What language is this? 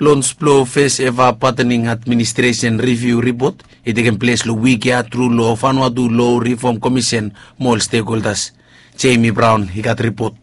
Bislama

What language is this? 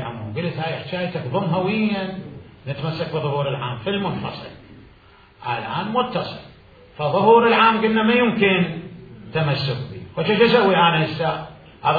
Mesopotamian Arabic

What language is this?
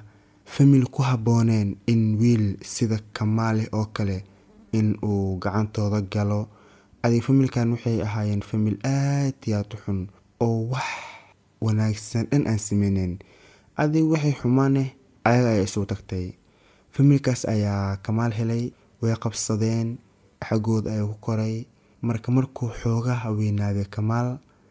Somali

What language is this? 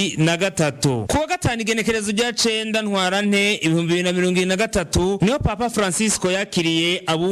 Rundi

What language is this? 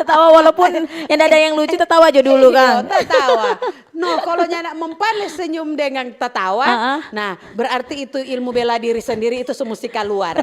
Manado Malay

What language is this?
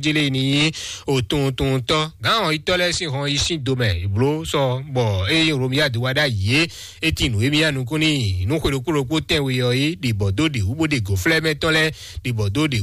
Fon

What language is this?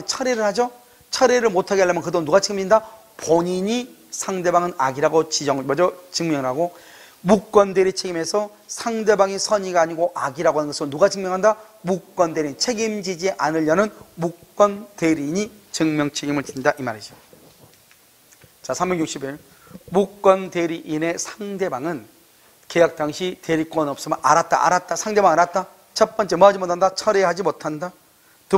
Korean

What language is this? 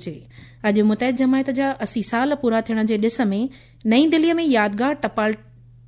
Sindhi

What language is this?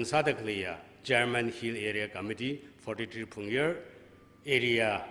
Tangkhul Naga (India)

